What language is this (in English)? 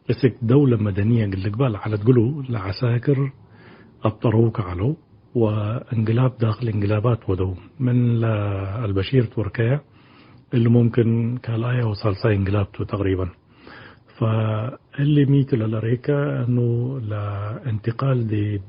Tigre